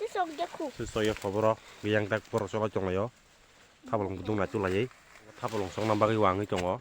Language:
Kok Borok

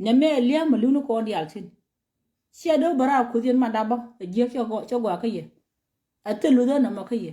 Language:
Nuer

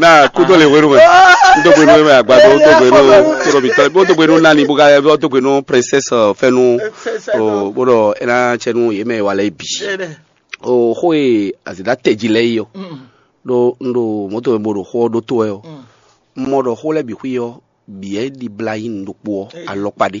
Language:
Fon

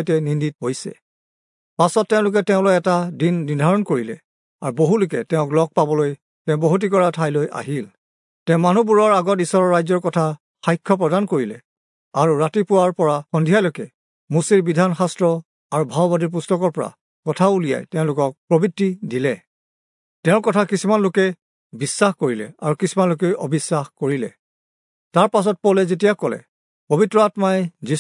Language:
Assamese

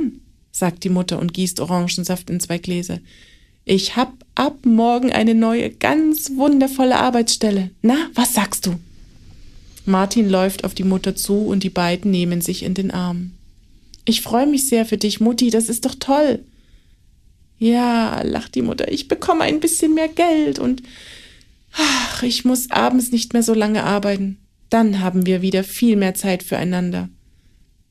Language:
German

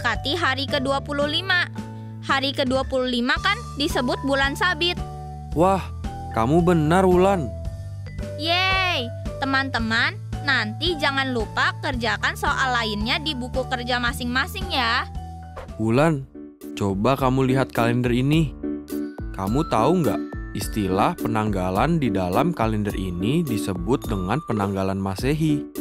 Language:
Indonesian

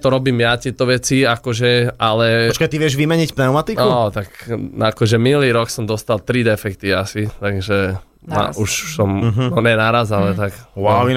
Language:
Slovak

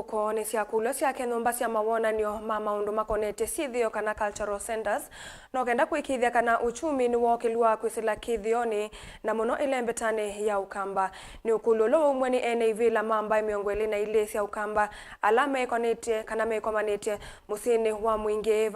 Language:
Kamba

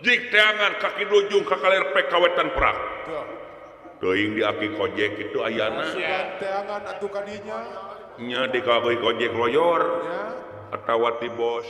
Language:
Sundanese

